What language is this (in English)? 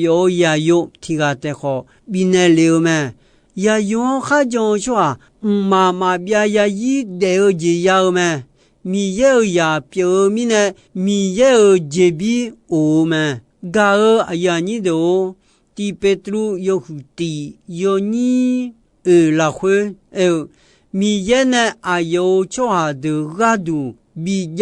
Akha